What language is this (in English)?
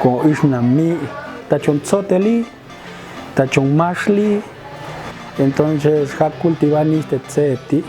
Popti'